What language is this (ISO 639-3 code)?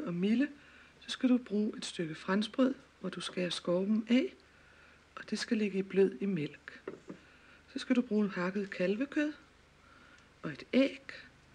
dan